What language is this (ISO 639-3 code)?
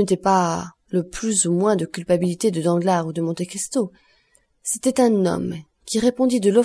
fra